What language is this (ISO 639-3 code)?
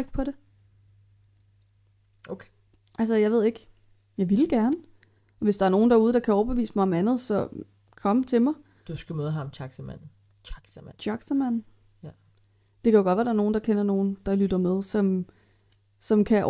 dan